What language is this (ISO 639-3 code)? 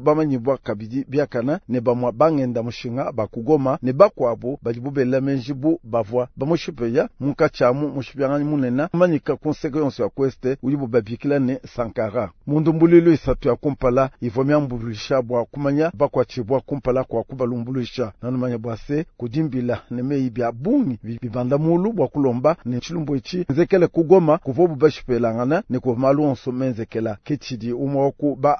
lua